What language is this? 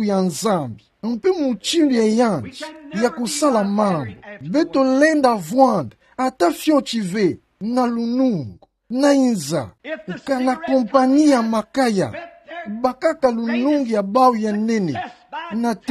Kituba (Democratic Republic of Congo)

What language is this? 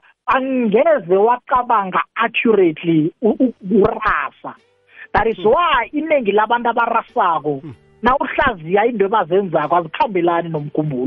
South Ndebele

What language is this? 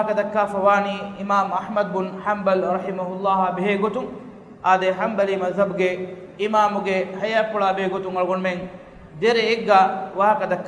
Divehi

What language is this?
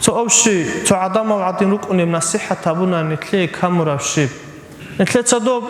Avaric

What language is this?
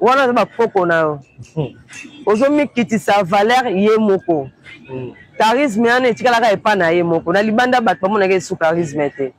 Lingala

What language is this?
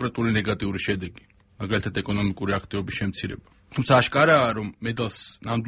Georgian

